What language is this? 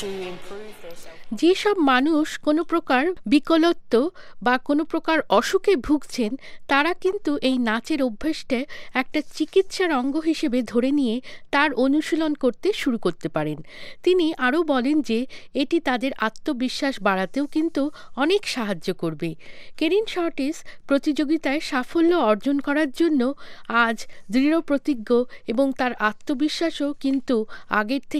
Bangla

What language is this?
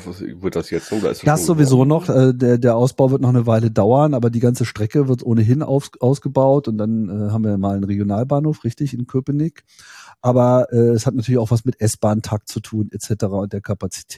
German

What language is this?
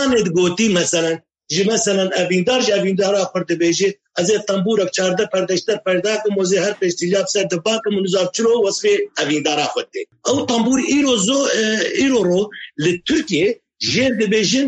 Kurdish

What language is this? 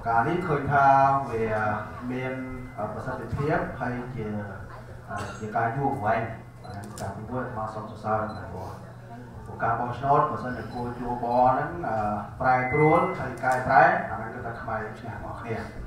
Khmer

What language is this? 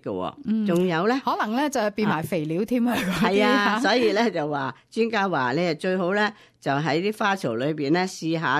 Cantonese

